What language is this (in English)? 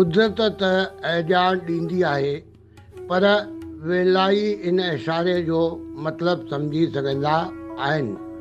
Sindhi